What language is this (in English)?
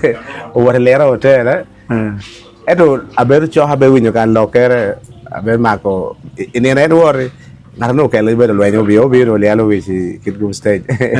Acoli